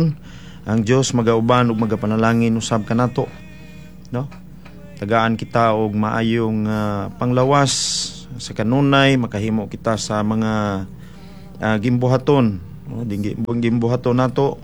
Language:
Cebuano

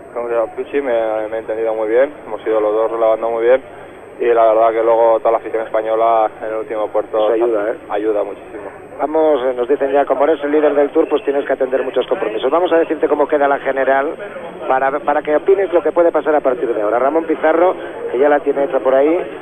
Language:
Spanish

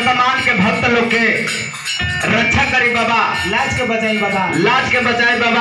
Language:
Bhojpuri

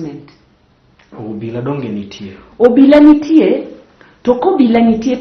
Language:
Luo (Kenya and Tanzania)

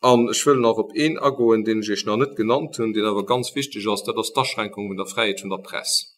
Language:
Luxembourgish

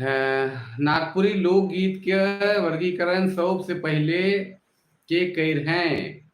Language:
Sadri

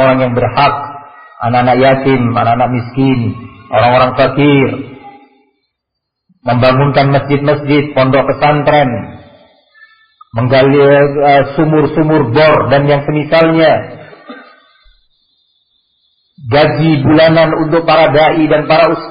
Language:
Indonesian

